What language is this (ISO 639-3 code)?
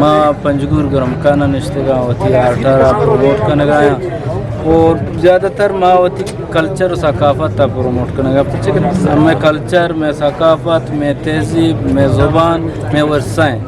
bgp